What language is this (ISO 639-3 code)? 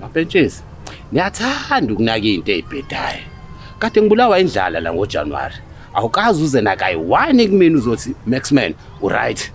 zul